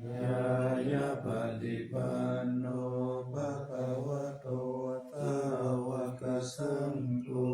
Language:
Pali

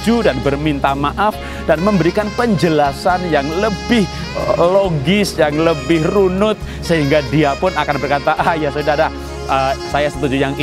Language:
Indonesian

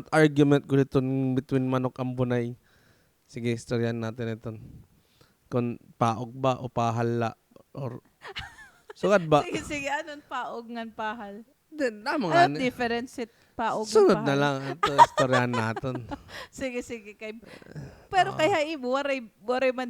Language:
Waray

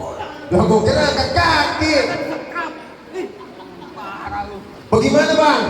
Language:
Betawi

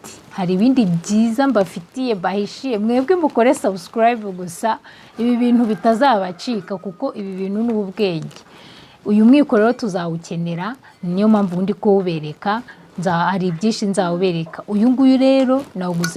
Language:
Kinyarwanda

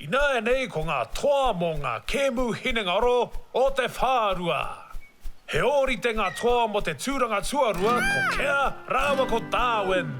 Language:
Māori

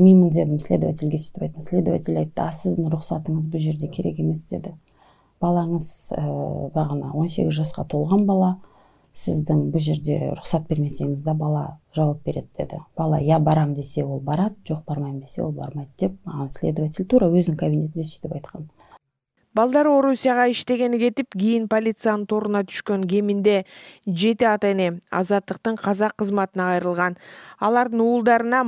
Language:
Kyrgyz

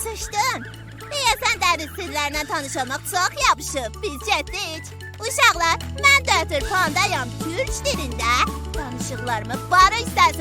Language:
South Azerbaijani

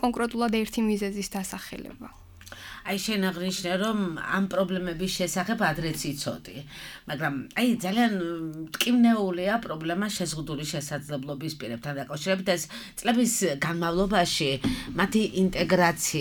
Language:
Georgian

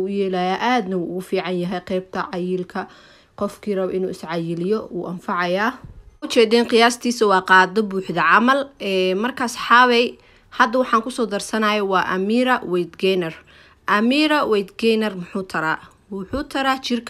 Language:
Somali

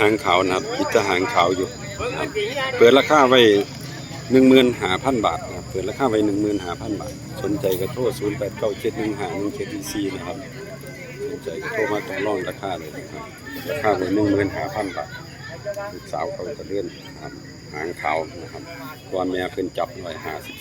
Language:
Northeastern Thai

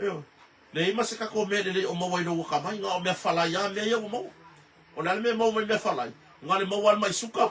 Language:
Samoan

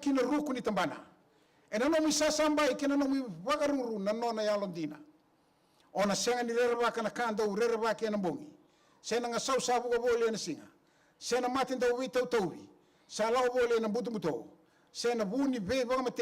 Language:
Fijian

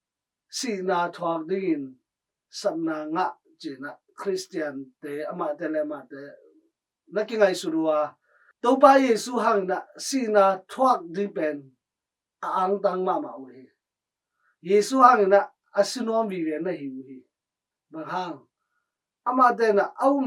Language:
Tedim Chin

